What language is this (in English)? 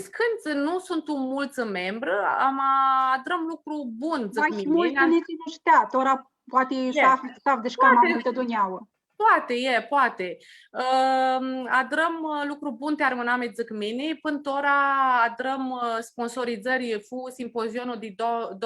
Aromanian